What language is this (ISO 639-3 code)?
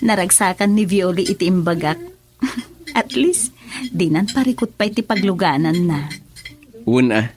ilo